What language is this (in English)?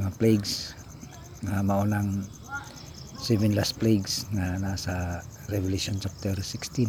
Cebuano